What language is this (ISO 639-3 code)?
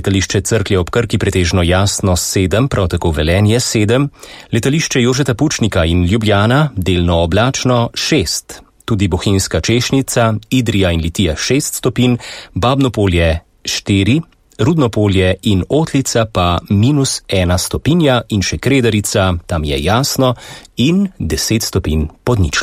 slv